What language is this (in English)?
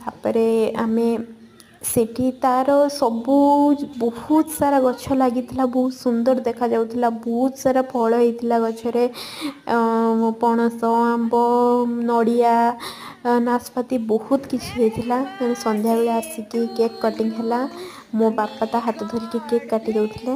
Odia